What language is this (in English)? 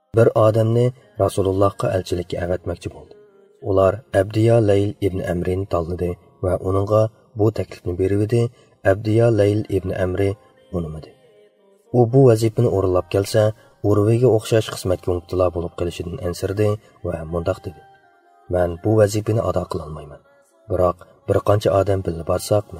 Uyghur